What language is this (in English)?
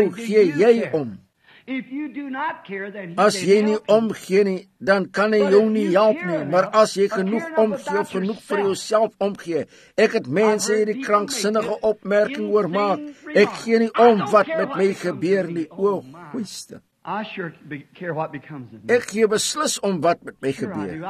Afrikaans